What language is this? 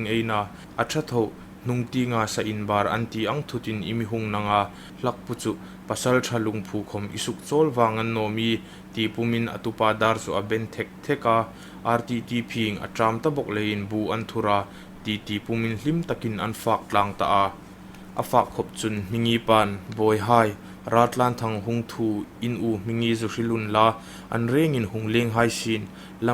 Hmar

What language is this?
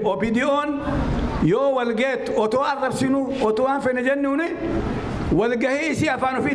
Oromo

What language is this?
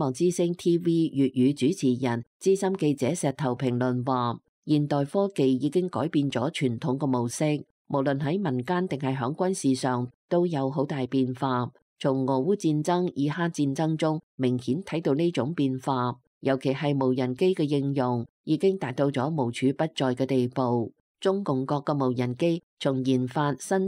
Cantonese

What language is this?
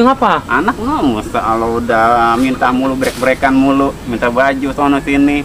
Betawi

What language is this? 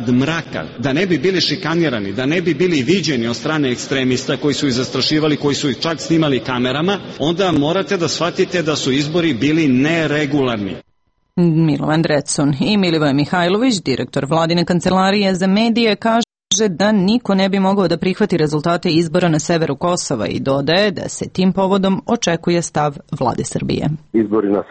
Serbian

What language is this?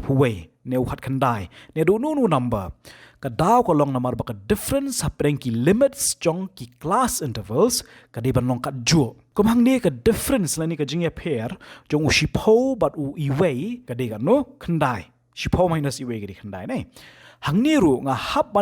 Khasi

